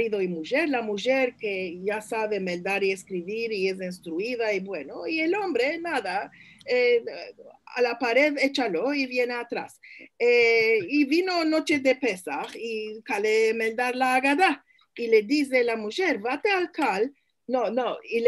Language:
Ladino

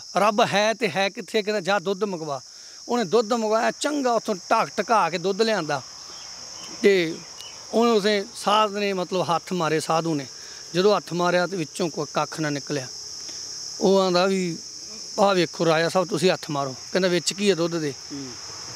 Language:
Punjabi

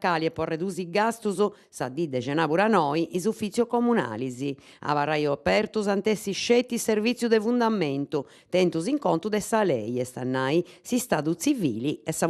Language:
Sardinian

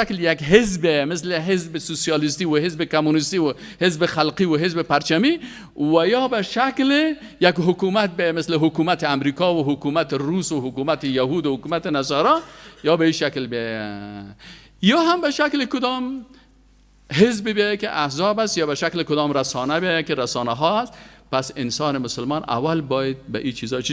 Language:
Persian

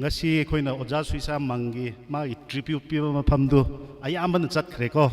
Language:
Tangkhul Naga (India)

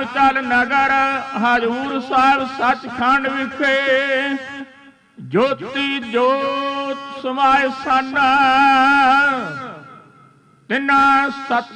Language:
Punjabi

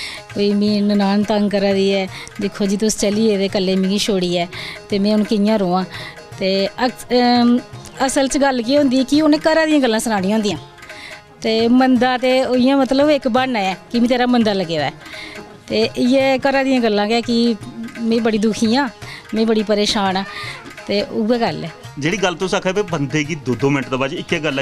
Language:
Dogri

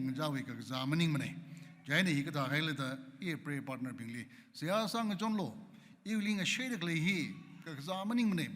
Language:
Tangkhul Naga (India)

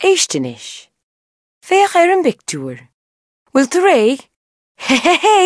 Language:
Irish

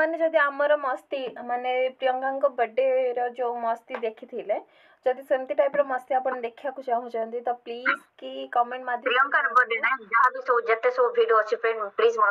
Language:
Odia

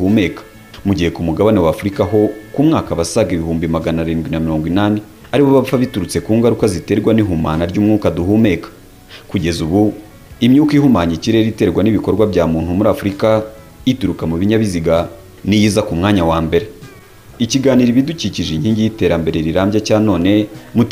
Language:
Kinyarwanda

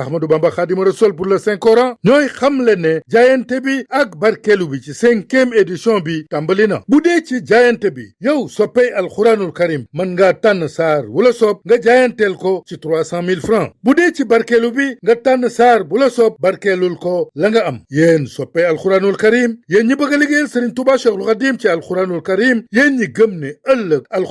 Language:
Wolof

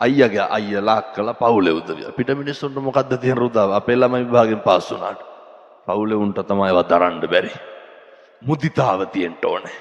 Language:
Sinhala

